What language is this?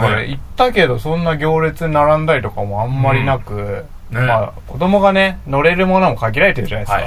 Japanese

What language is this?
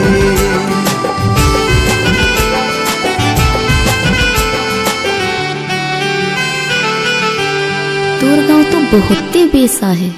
Sadri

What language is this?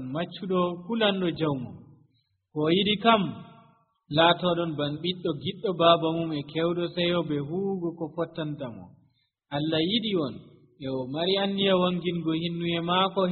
Nigerian Fulfulde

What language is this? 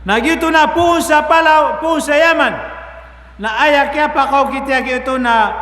Maranao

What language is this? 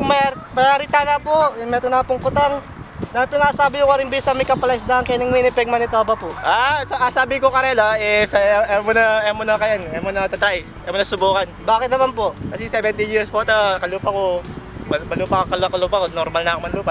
Pampanga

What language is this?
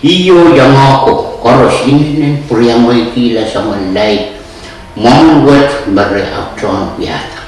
Pohnpeian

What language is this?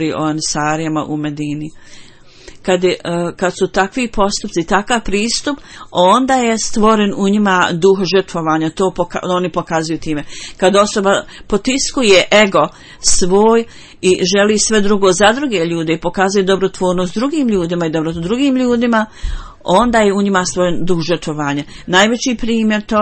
Bosnian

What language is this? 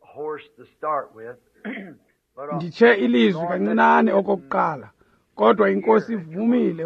Xhosa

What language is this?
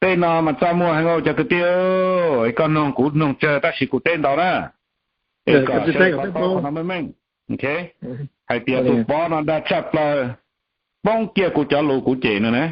Hmong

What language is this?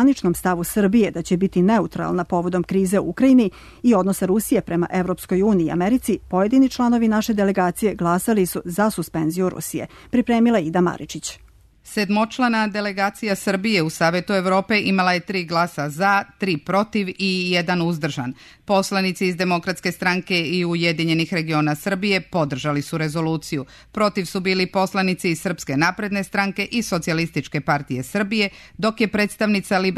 Serbian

